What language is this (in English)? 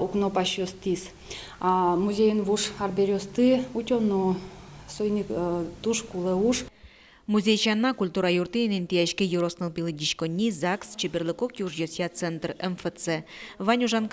Udmurt